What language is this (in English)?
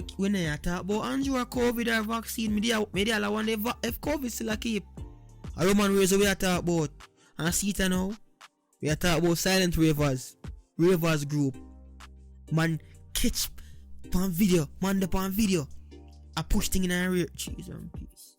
Jamaican Creole English